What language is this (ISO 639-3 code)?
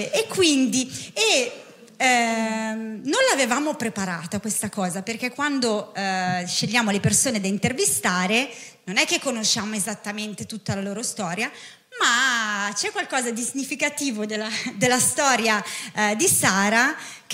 ita